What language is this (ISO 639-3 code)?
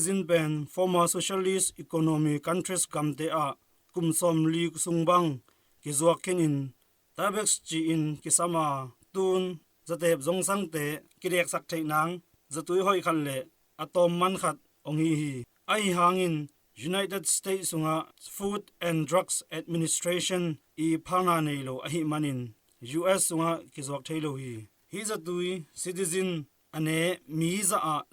ctd